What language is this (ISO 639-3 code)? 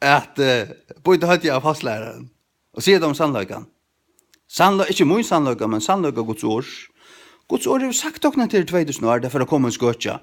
fao